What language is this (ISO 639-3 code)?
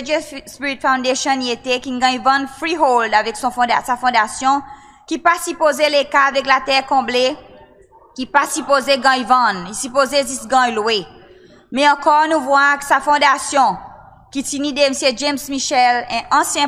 crs